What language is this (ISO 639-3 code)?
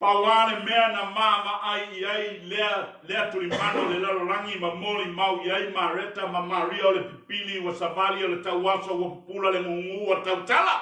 smo